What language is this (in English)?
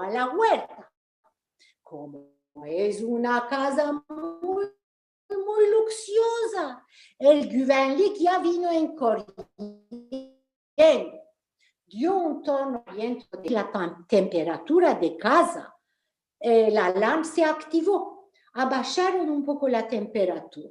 Ladino